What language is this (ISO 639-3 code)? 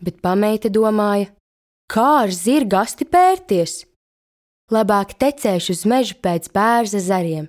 lav